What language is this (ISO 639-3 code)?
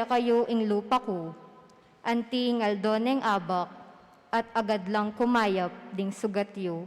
pam